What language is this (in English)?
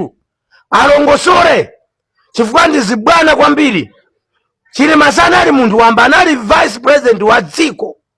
Nyanja